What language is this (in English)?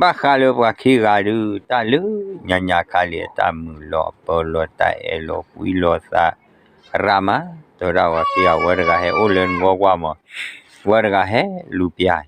S'gaw Karen